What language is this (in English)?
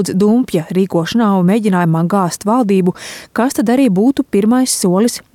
Latvian